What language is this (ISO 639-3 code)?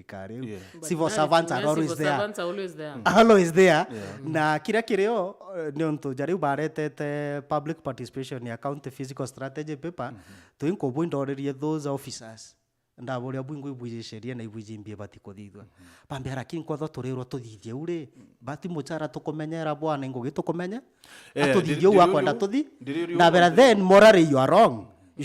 mer